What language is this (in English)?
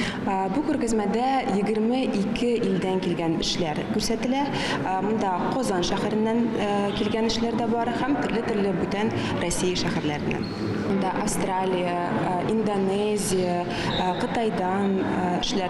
Tatar